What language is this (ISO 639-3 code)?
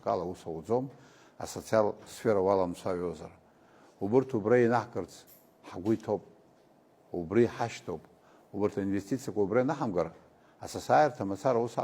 abk